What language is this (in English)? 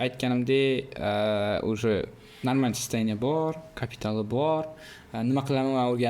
Uzbek